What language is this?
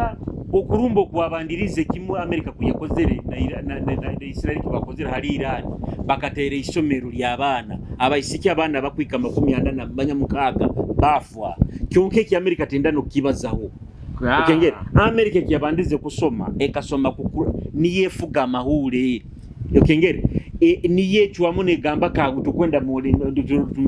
Nyoro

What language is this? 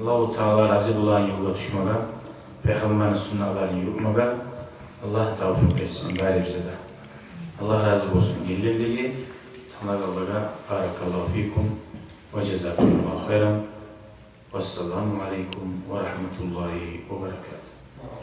Kumyk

